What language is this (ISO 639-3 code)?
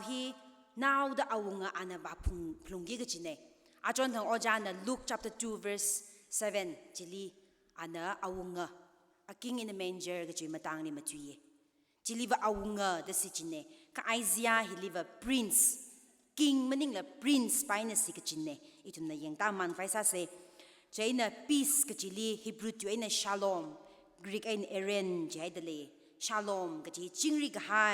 nmf